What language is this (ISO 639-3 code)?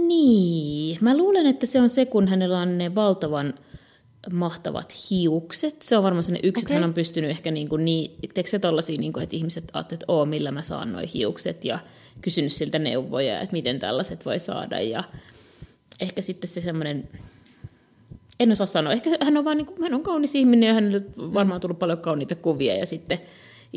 fin